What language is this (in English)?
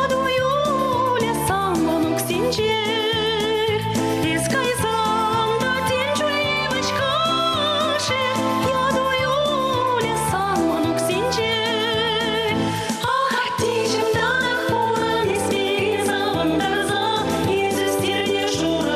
Chuvash